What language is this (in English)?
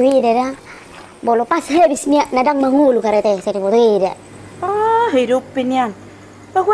Batak Toba